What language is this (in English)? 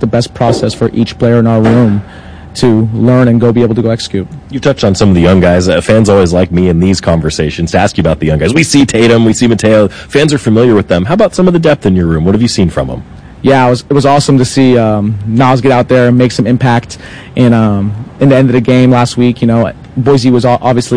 English